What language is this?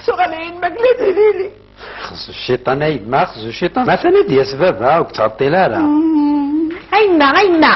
Kabyle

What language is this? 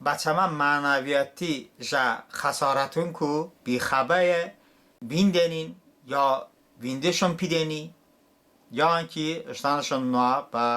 Talysh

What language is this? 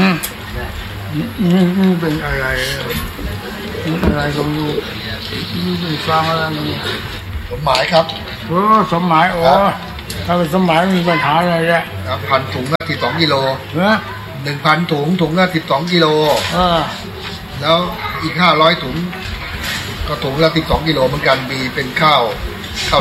Thai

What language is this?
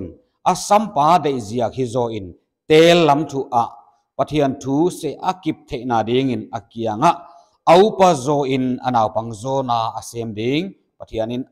Paite Chin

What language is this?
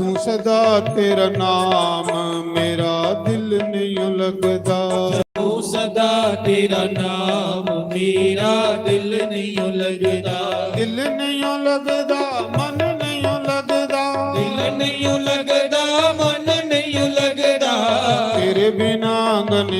Dogri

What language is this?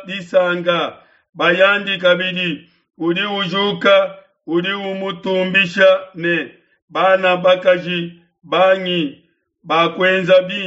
Luba-Lulua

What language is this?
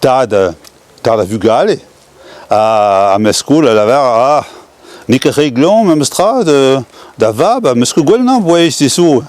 Breton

